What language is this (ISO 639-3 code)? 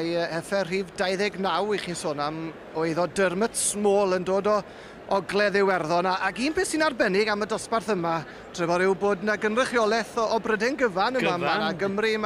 cym